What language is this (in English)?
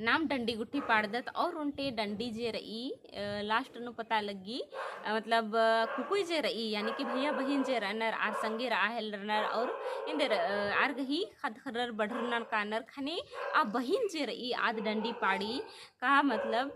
Kurukh